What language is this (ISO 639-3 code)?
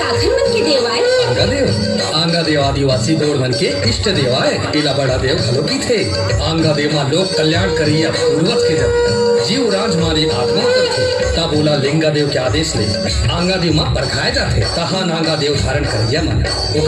hne